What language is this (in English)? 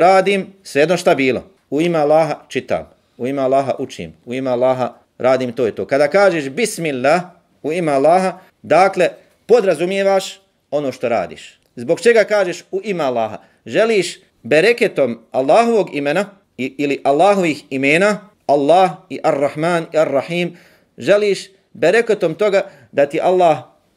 Bosnian